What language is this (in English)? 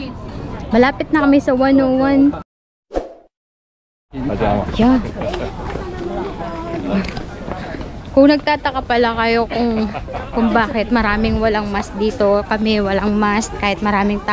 Filipino